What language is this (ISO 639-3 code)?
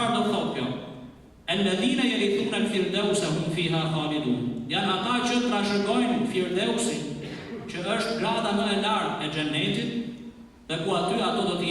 sqi